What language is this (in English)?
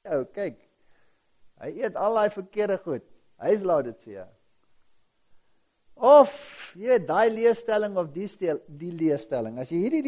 Afrikaans